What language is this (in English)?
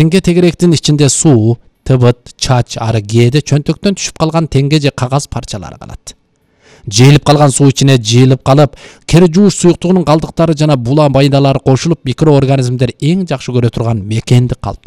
Kyrgyz